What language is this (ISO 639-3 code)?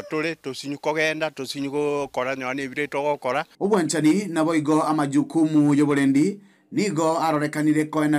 guz